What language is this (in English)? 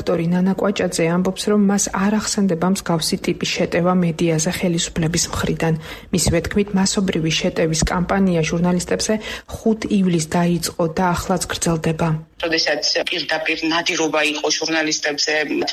Georgian